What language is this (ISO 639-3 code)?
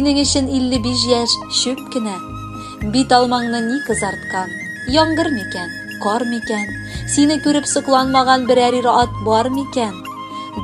tat